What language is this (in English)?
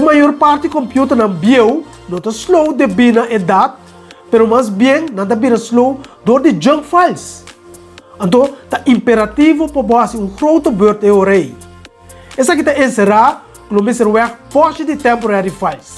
Papiamento